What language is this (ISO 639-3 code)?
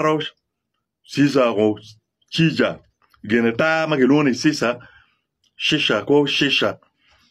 ach